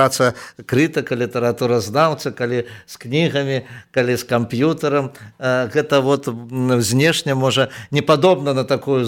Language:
Belarusian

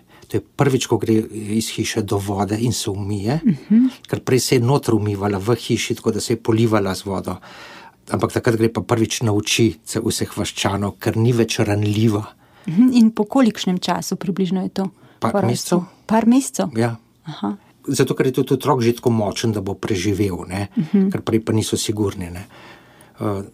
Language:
Slovenian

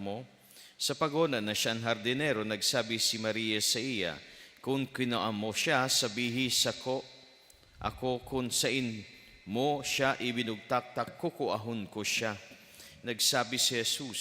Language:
Bikol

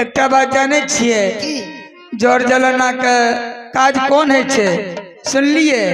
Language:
Maithili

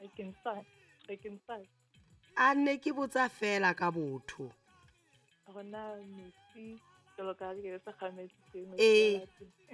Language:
Southern Sotho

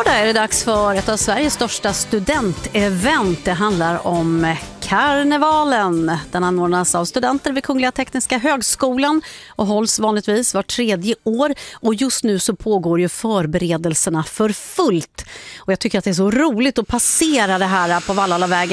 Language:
Swedish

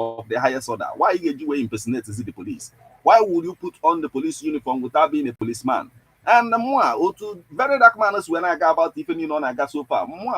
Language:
Igbo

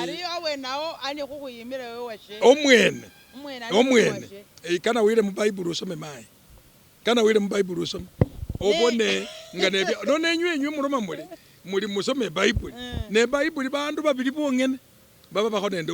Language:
Masaaba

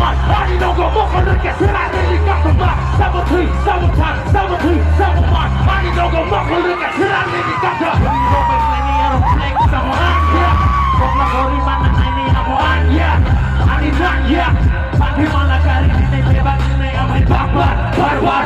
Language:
Kok Borok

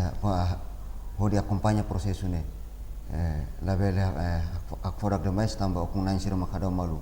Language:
Tetum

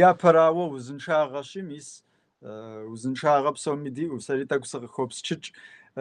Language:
Kabardian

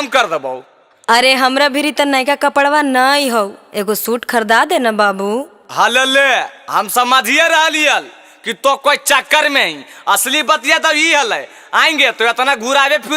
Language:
Magahi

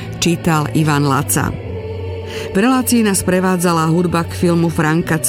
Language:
Slovak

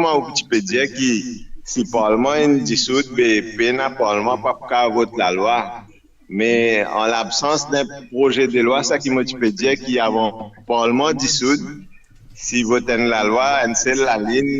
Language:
Morisyen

